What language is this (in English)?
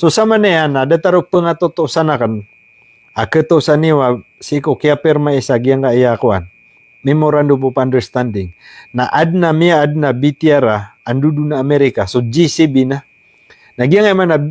Maranao